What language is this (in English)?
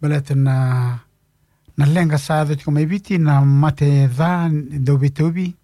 Fijian